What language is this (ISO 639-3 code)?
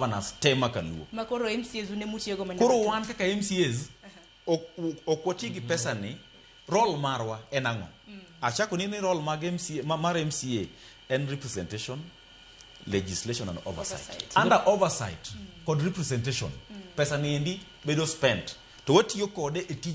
luo